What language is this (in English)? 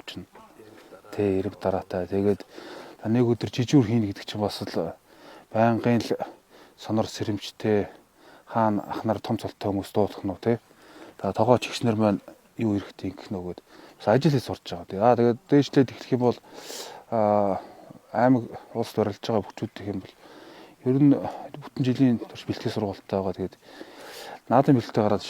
Mongolian